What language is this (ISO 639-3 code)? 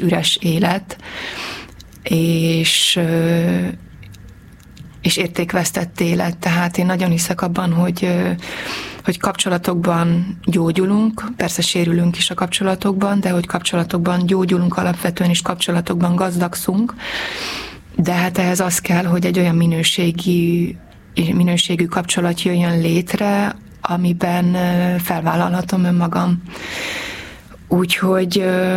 hun